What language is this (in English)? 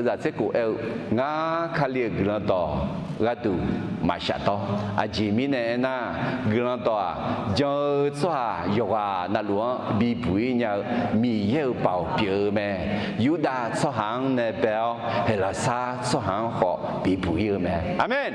Akha